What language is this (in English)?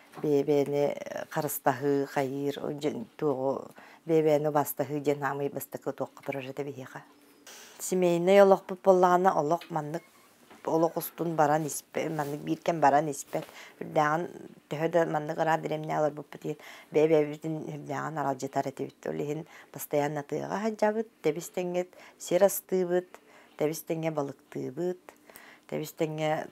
Yakut